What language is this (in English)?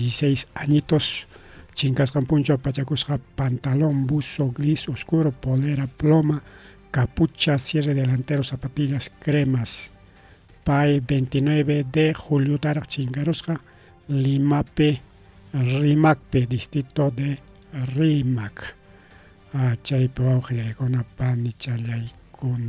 Ayacucho Quechua